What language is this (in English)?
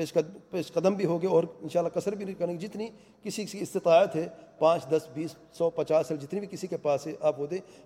Urdu